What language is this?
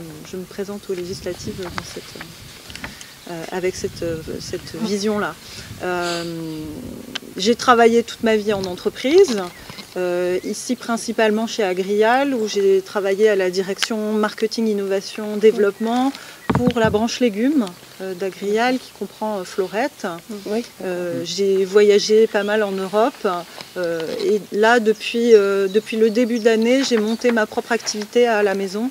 French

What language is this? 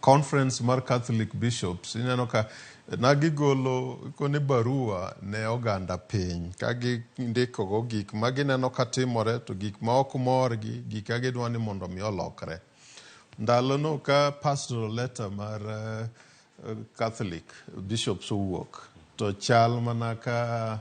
Luo (Kenya and Tanzania)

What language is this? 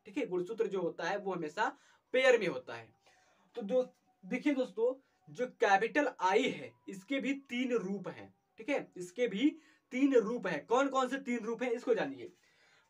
Hindi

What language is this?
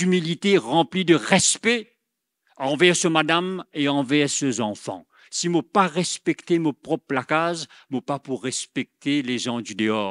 Morisyen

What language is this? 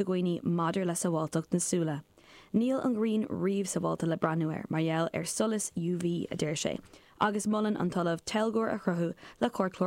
Irish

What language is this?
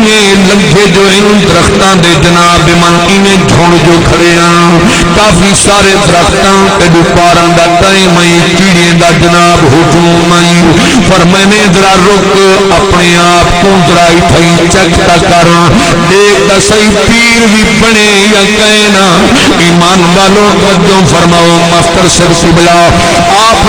Saraiki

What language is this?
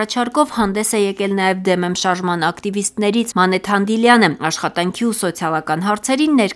Armenian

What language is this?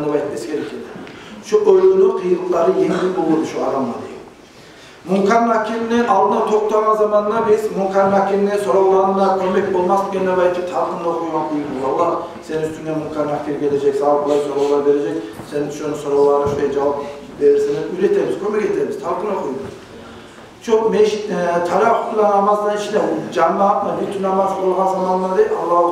Kumyk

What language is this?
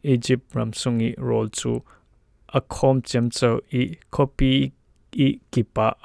Falam Chin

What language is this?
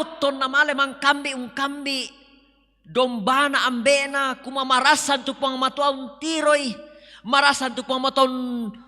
Toraja-Sa'dan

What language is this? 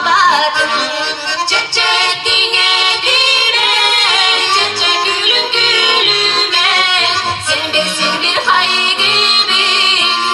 Yakut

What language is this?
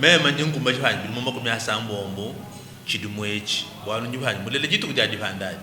Luba-Lulua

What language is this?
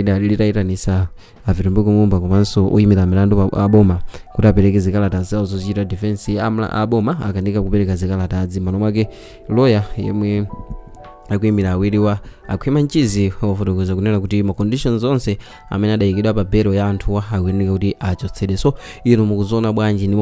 Nyanja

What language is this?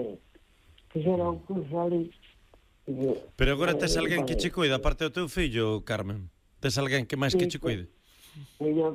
Galician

